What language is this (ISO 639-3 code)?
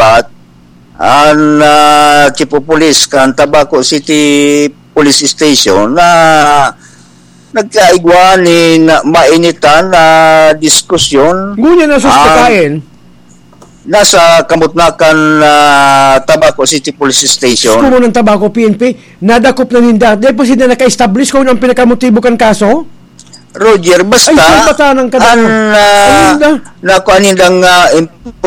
bik